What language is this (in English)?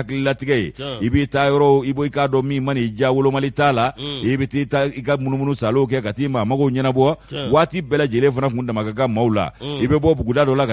Bambara